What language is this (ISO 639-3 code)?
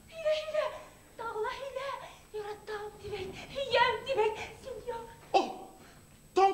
bak